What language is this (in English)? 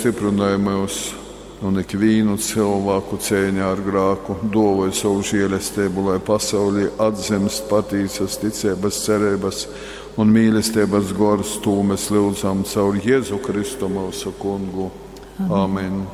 Latgalian